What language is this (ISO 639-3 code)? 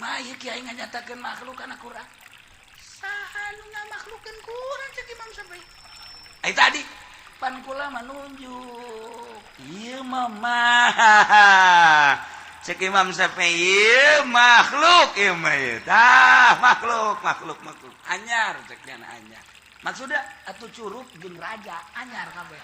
sun